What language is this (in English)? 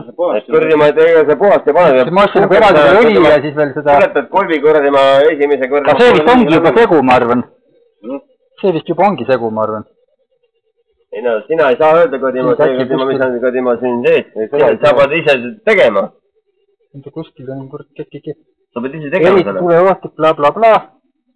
Estonian